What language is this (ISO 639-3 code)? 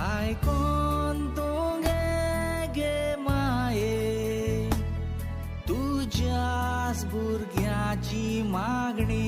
kok